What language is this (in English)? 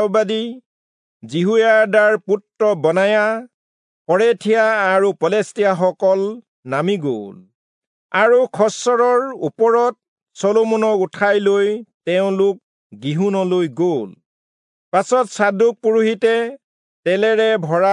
Assamese